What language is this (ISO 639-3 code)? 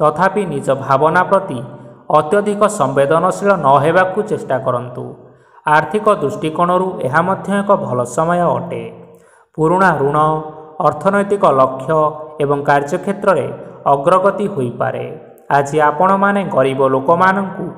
ori